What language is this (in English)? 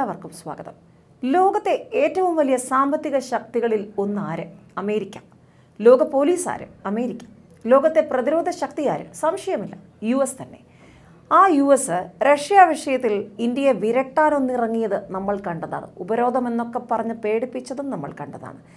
Malayalam